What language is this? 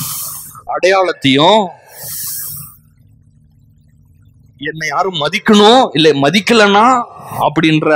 Tamil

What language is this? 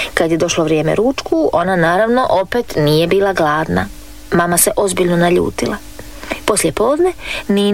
Croatian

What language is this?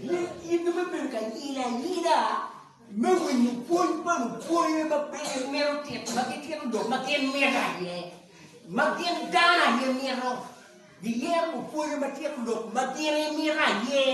Acoli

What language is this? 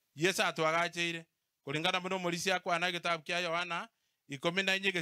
Gusii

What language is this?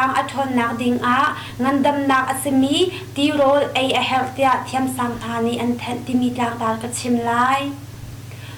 Hakha Chin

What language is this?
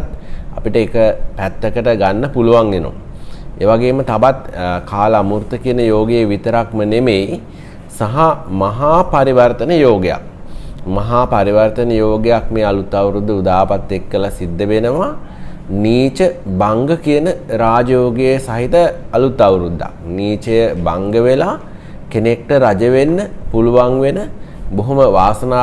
Sinhala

